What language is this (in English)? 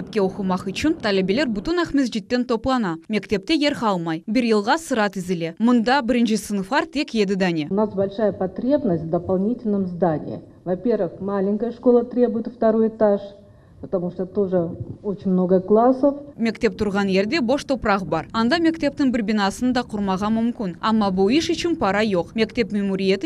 Crimean Tatar